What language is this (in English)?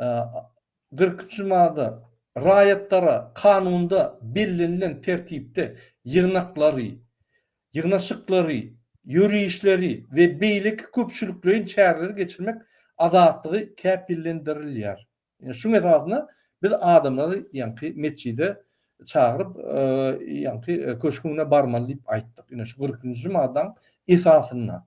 Turkmen